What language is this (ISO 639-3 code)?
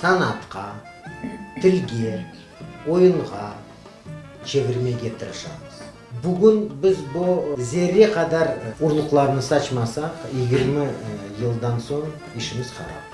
crh